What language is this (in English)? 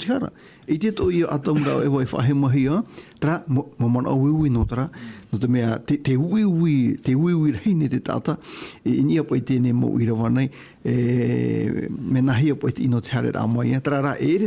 Tahitian